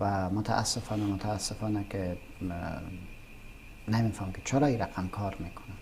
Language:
Persian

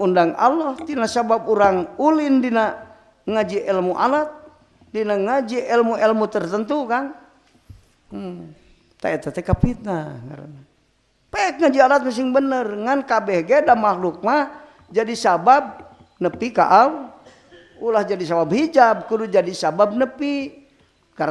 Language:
Sundanese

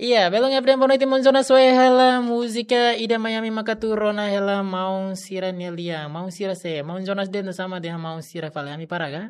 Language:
Tetum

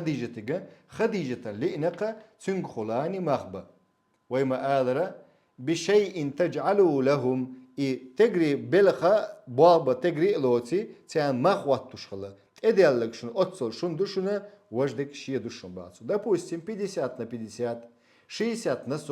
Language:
Chechen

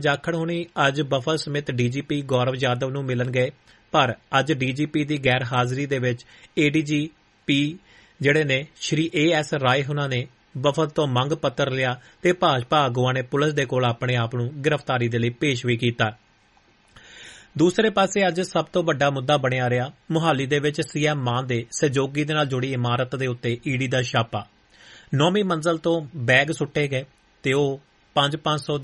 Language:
Punjabi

